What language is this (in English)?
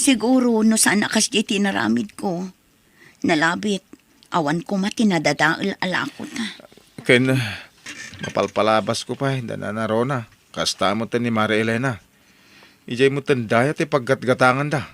Iloko